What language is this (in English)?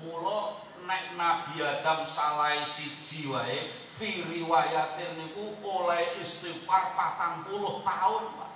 Javanese